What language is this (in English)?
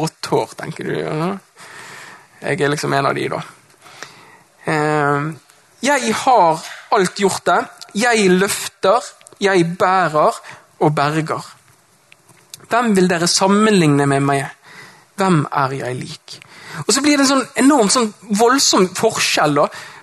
Norwegian